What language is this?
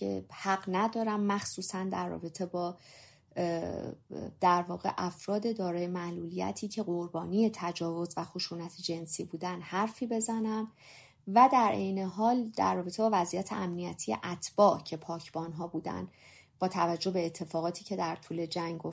Persian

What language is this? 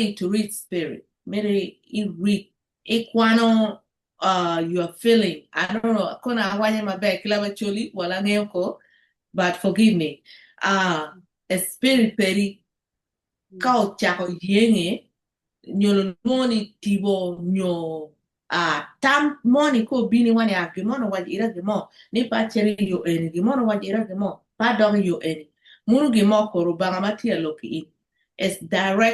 Acoli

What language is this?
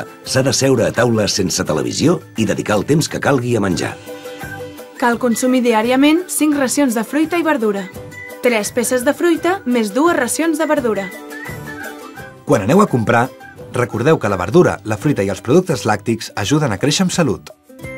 Catalan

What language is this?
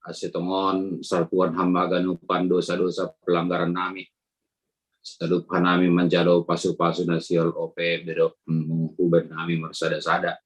Batak Simalungun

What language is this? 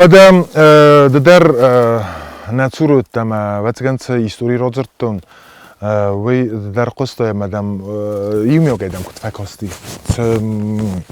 Ossetic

